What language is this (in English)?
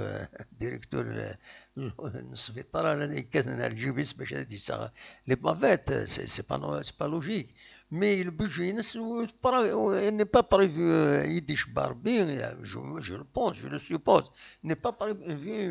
Kabyle